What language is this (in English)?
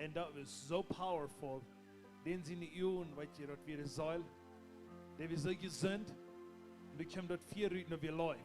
Plautdietsch